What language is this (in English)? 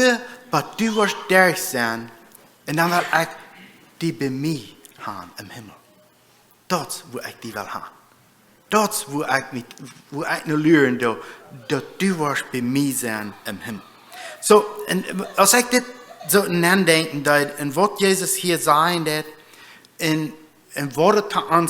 Plautdietsch